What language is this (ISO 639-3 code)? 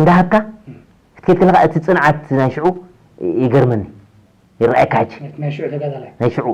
tir